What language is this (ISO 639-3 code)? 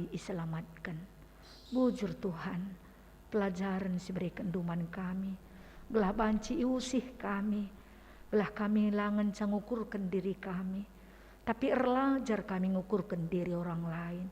btx